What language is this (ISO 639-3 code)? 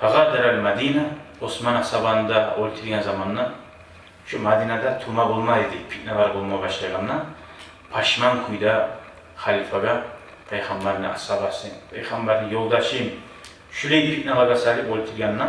kum